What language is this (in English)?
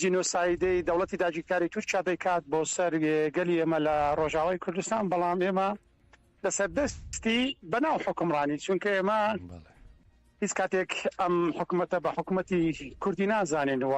Central Kurdish